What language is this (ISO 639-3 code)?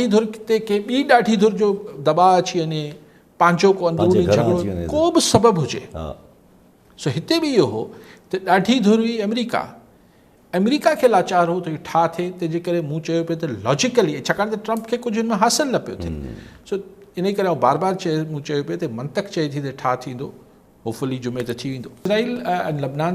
snd